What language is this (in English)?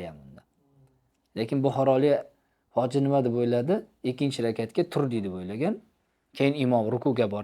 Uzbek